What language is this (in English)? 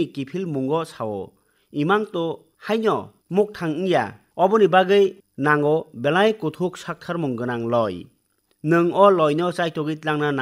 Kok Borok